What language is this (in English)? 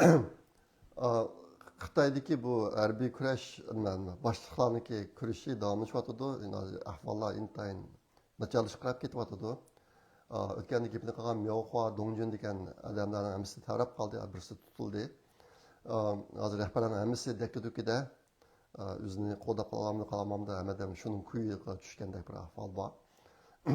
Uyghur